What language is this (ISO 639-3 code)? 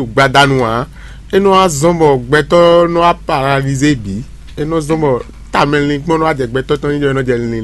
fon